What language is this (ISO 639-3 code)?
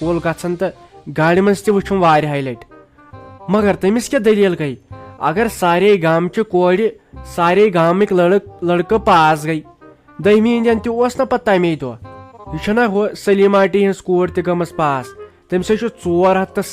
kas